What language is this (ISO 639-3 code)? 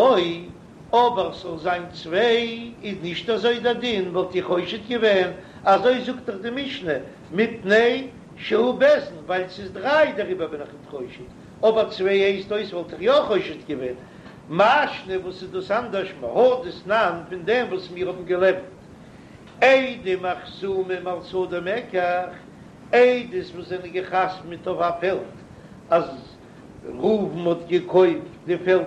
yid